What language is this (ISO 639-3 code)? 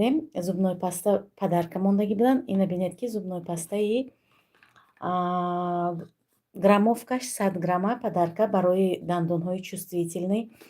tgk